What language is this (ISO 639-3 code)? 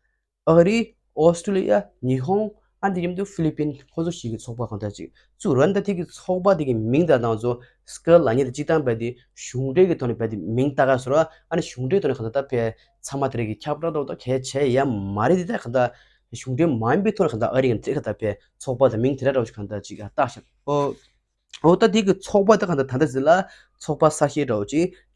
bod